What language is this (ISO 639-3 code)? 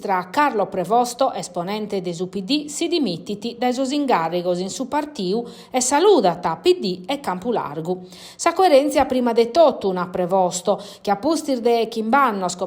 srd